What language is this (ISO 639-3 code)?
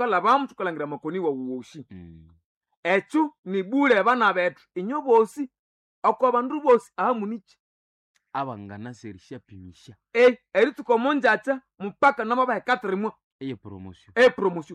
nnb